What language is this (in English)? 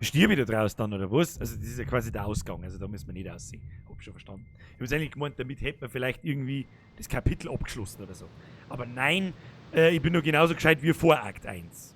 Bavarian